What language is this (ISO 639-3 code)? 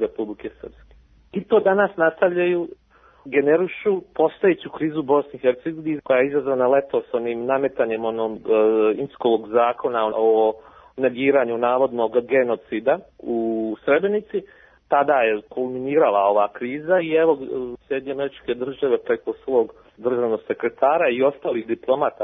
srp